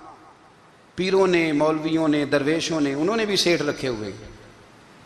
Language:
Urdu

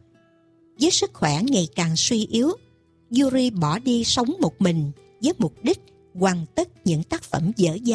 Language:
Vietnamese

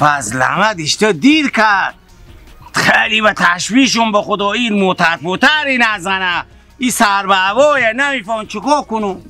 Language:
Persian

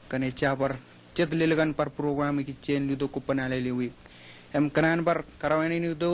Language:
Marshallese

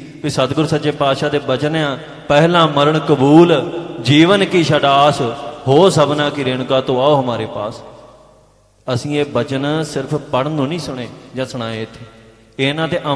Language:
Punjabi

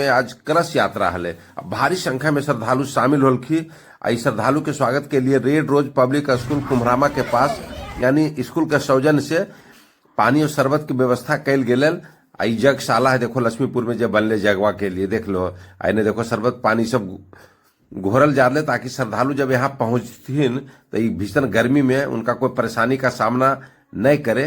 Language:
Magahi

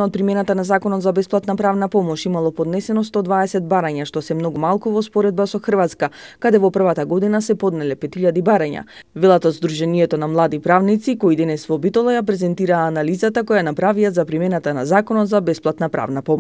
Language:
Macedonian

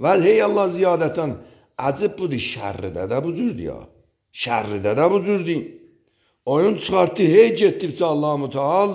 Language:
Azerbaijani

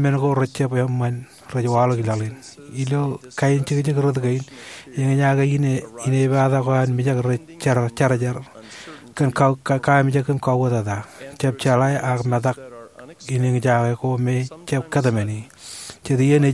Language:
Marshallese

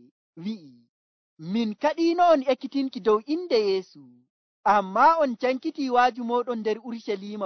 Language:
Nigerian Fulfulde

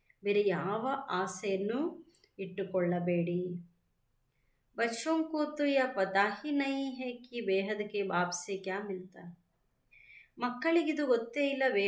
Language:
Kannada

